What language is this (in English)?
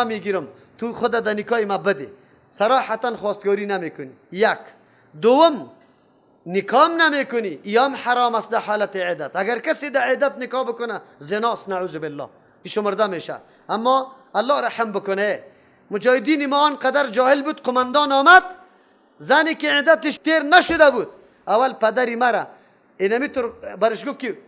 Persian